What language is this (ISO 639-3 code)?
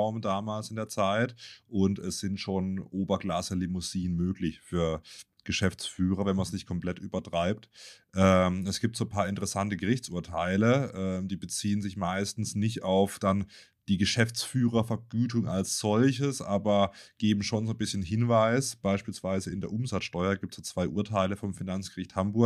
deu